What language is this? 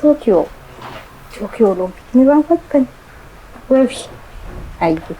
Oromo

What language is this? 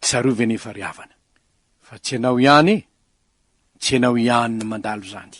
Malagasy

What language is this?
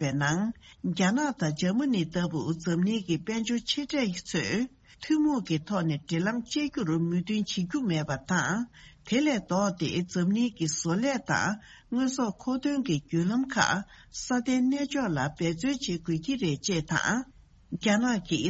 Tibetan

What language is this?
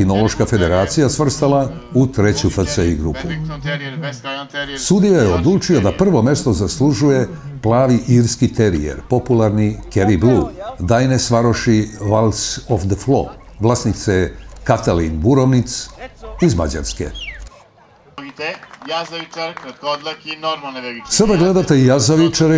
Serbian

